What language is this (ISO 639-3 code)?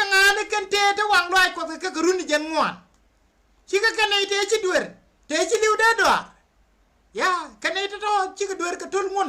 nus